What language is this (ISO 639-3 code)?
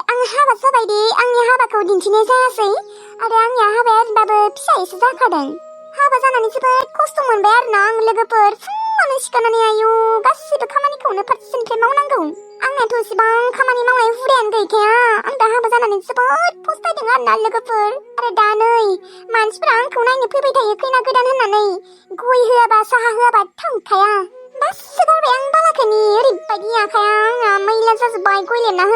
brx